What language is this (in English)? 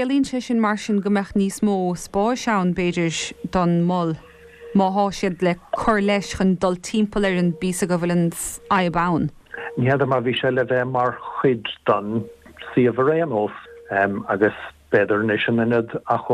Irish